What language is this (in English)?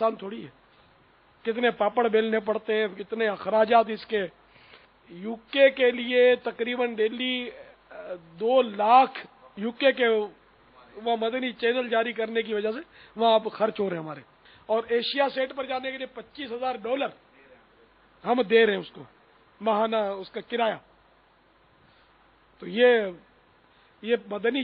Urdu